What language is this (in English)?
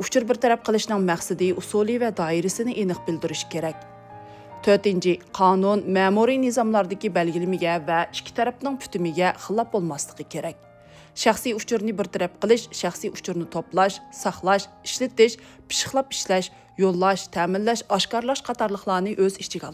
Uyghur